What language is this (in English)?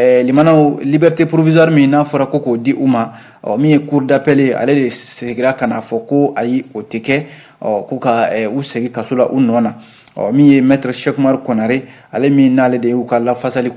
Bambara